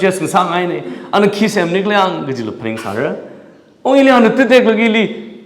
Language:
Tangkhul Naga (India)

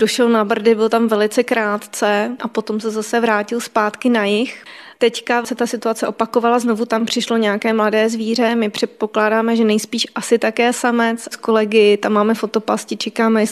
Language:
Czech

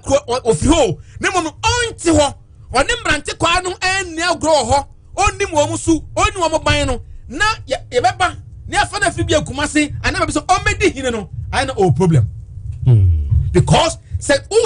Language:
Akan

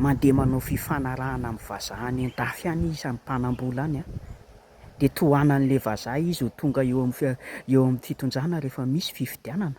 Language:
Malagasy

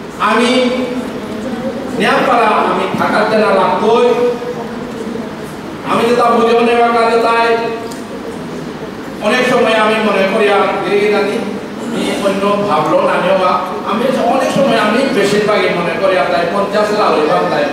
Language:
Bangla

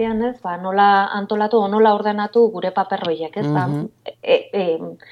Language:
Basque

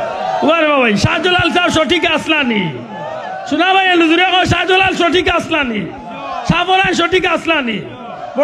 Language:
Sylheti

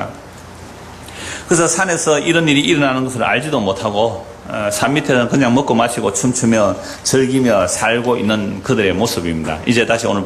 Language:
Korean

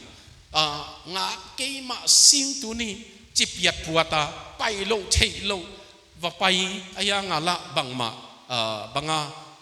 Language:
Tedim Chin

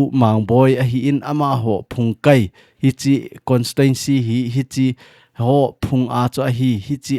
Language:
Thado Chin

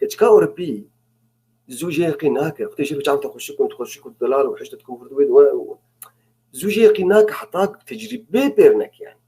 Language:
North Levantine Arabic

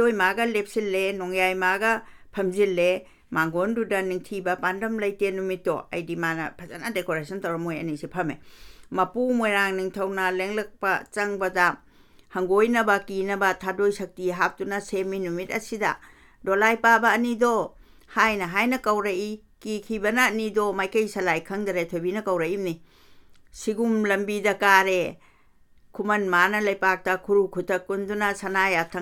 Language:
Manipuri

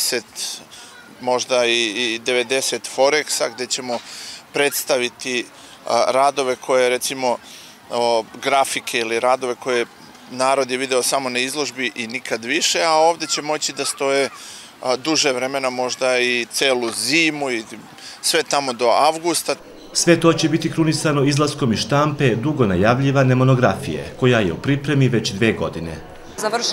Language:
Serbian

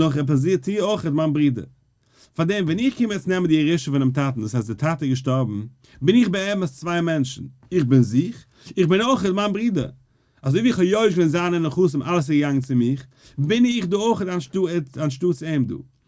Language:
Yiddish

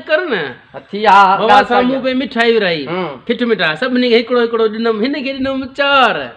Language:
Sindhi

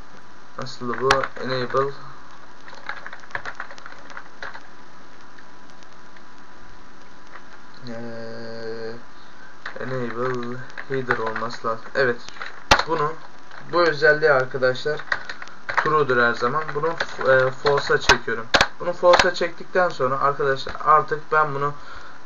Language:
Turkish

